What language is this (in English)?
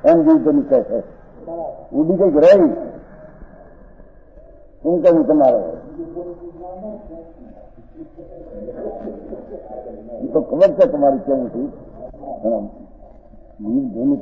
Gujarati